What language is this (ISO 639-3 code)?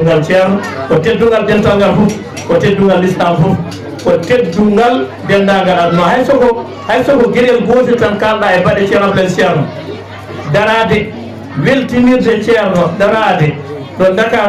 ful